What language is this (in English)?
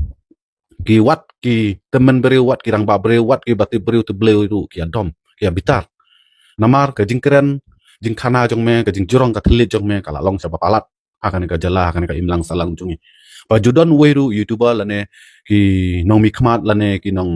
Khasi